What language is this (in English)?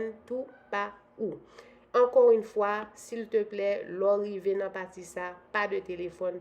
Haitian Creole